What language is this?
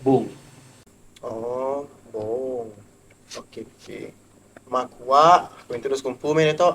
Iban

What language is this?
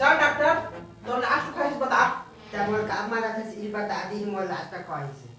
Chhattisgarhi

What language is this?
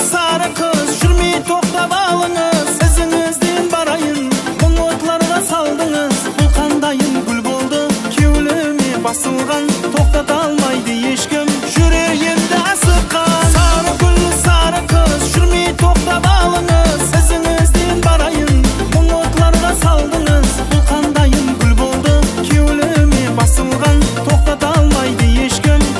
Kara-Kalpak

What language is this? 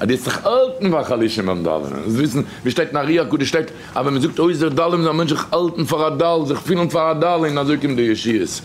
Yiddish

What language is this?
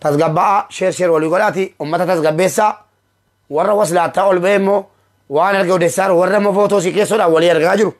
Oromo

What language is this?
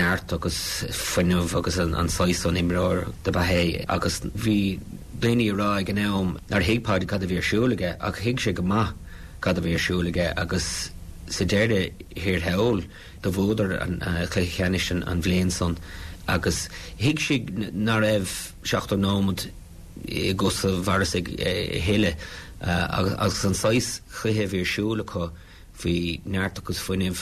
Irish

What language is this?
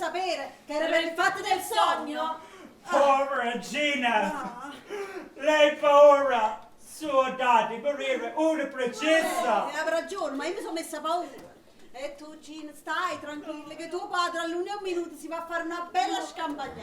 Neapolitan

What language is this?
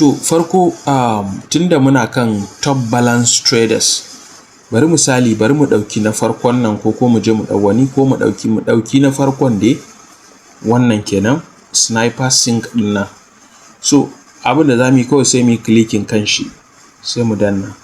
Hausa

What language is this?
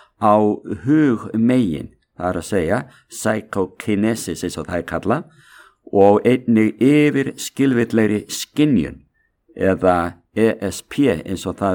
Icelandic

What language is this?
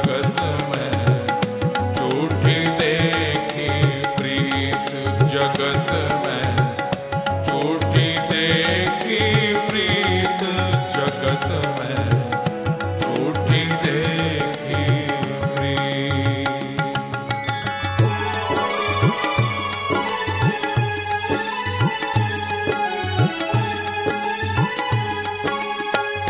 Hindi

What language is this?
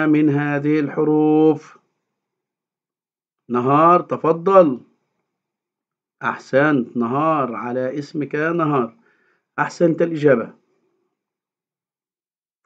Arabic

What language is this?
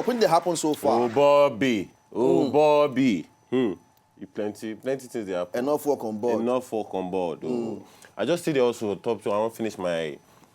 Nigerian Pidgin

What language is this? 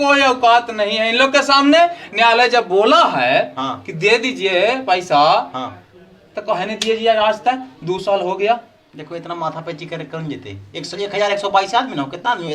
Magahi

